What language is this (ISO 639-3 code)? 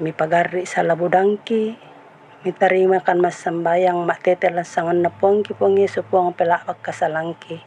sda